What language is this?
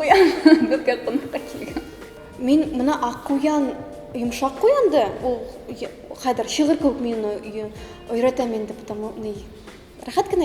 Bashkir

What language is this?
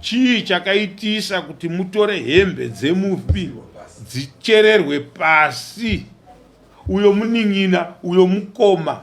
Shona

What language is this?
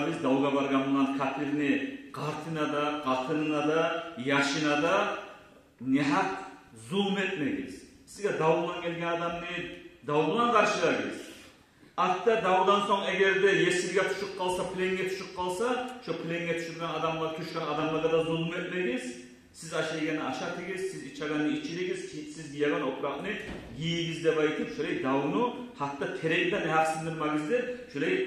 Kumyk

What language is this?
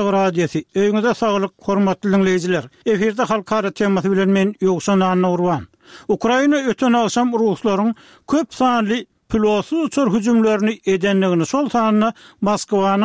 Turkmen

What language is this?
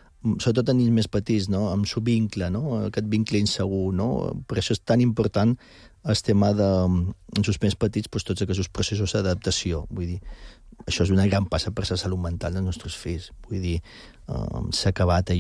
Catalan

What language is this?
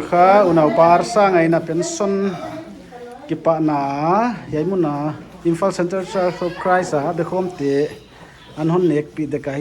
Paite Chin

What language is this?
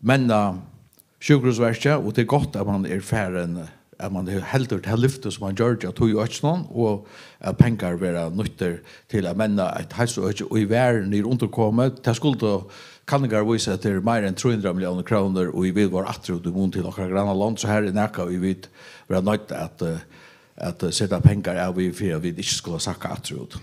Faroese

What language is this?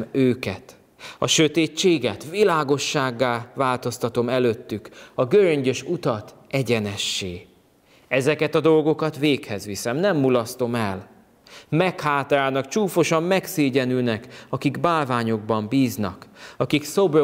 Hungarian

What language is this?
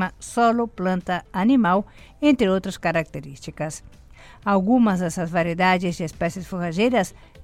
Portuguese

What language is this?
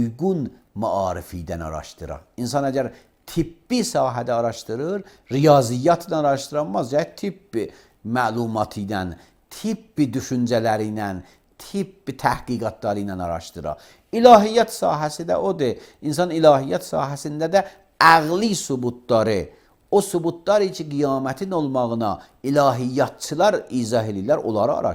Azerbaijani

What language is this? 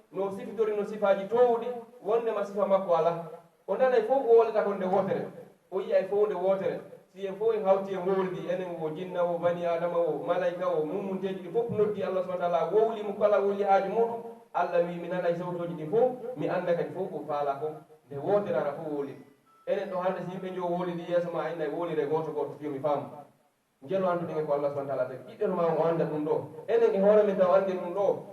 Pular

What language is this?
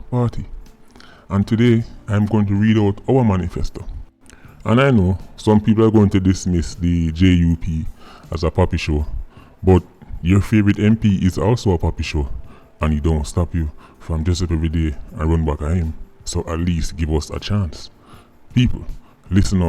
Jamaican Creole English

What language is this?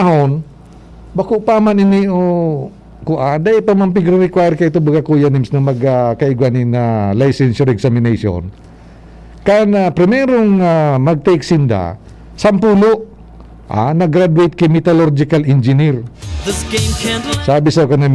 Bikol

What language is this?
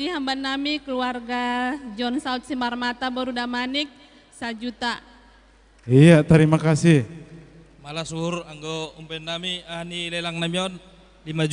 Batak Simalungun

